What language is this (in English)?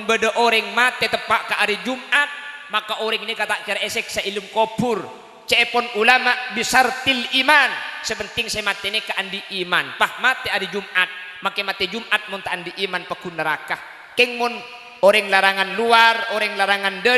Madurese